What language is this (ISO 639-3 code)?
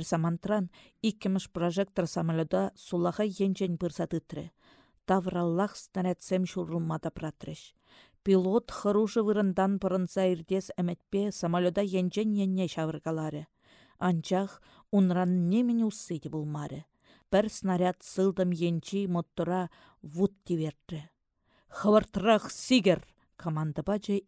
chv